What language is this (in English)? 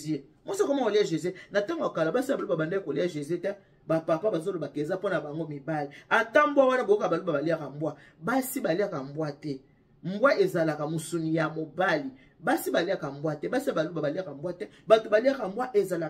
Lingala